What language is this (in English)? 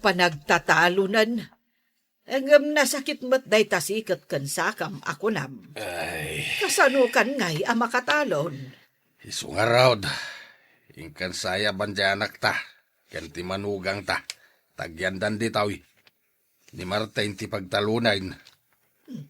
Iloko